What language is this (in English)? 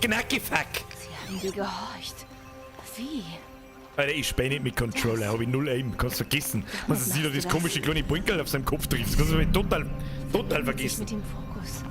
Bavarian